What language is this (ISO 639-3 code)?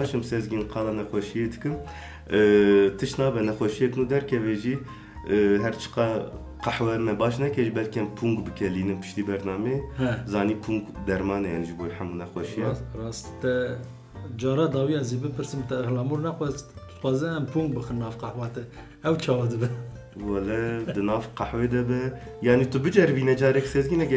kur